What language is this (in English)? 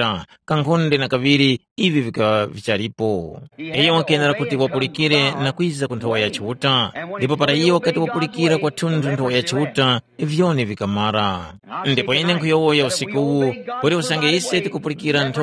Tumbuka